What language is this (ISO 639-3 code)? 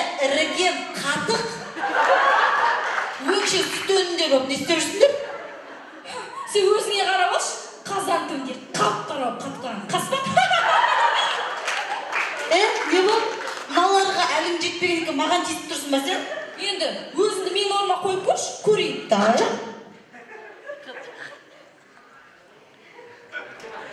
kaz